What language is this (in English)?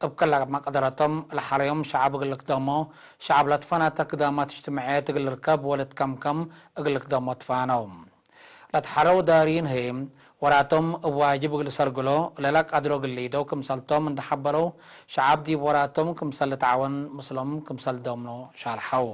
Tigre